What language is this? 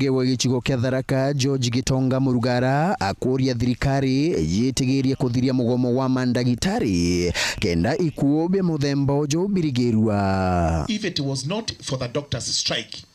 Meru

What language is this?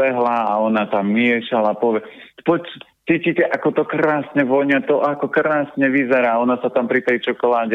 Slovak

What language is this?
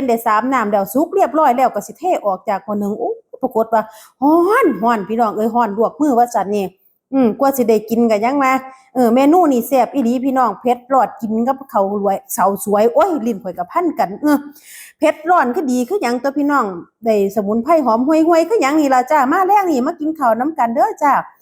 Northeastern Thai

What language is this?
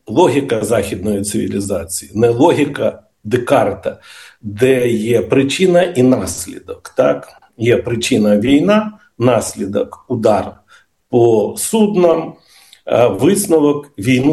Ukrainian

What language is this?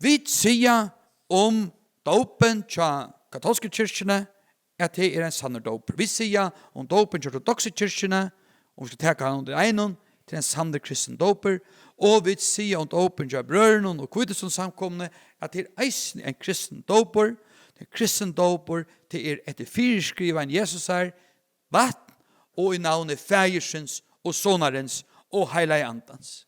Faroese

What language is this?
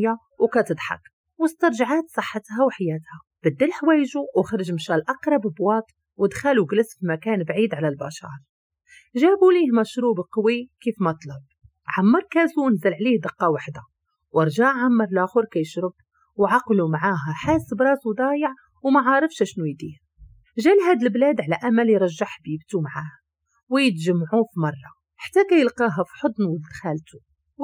Moroccan Arabic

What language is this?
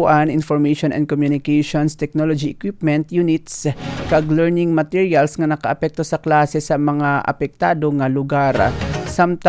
Hiligaynon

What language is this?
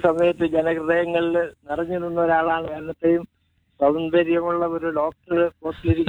Malayalam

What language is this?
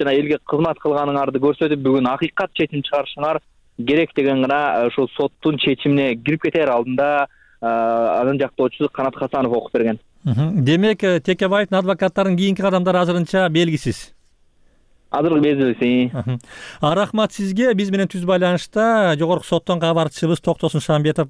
Kyrgyz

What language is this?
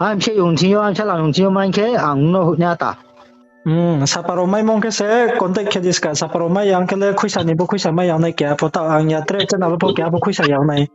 Riang (India)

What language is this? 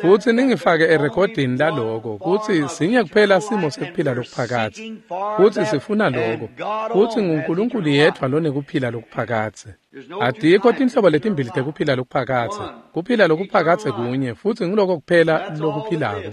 Swati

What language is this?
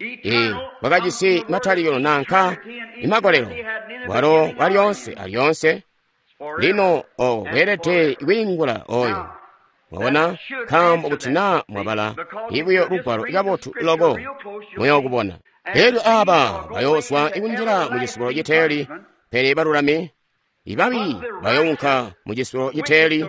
Tonga (Zambia)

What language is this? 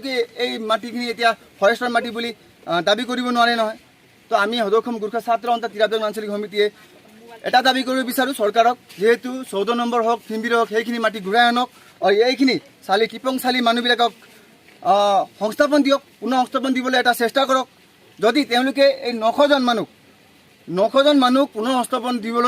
Assamese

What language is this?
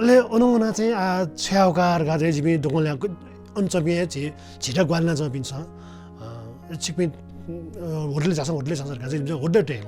Newari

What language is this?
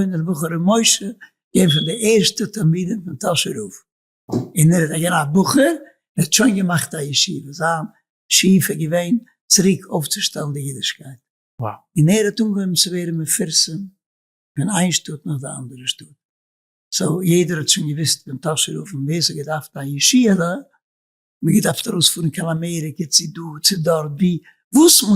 Yiddish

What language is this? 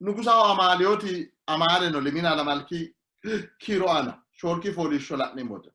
Sidamo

